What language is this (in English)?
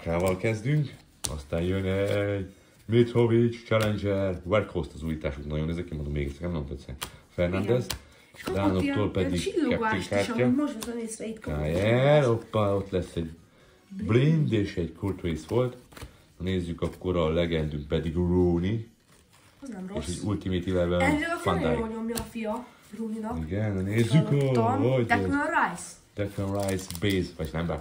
Hungarian